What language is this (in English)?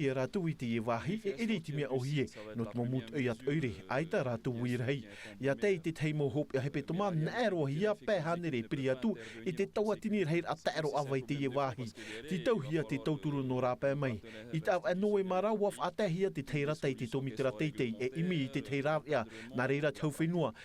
Tahitian